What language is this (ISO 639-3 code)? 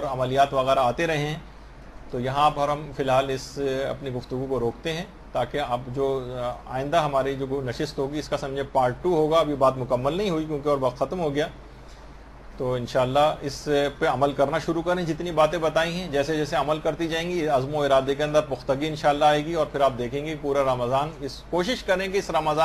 urd